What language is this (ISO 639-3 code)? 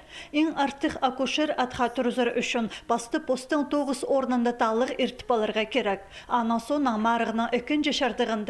kjh